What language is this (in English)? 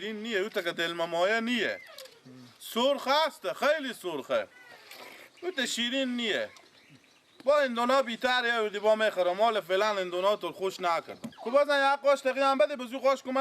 Persian